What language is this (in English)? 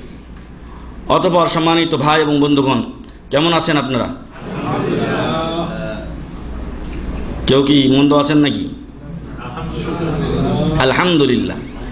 Bangla